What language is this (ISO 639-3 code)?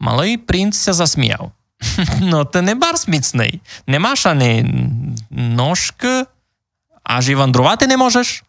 rue